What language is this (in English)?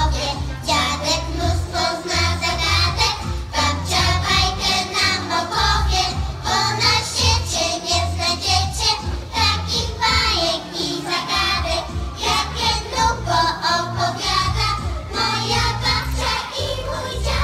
Polish